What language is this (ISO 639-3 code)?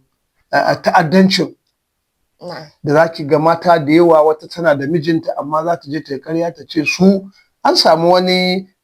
hau